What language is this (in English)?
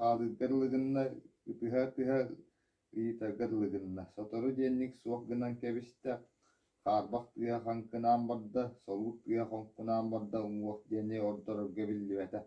Yakut